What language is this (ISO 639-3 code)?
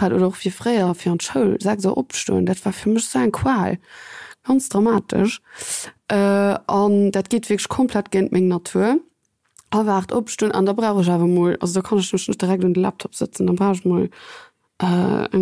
ltz